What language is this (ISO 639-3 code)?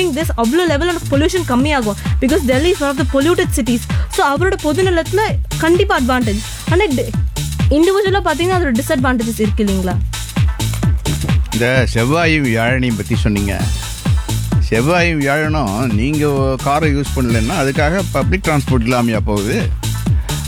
tam